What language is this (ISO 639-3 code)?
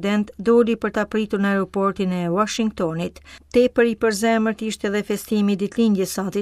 sqi